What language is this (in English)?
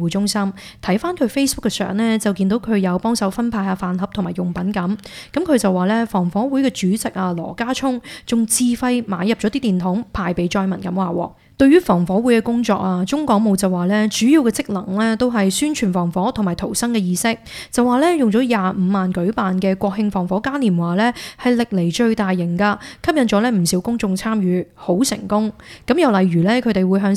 Cantonese